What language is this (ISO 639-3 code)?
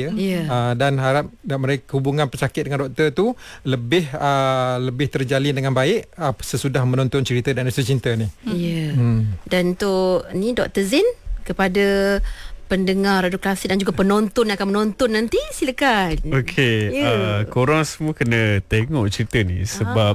msa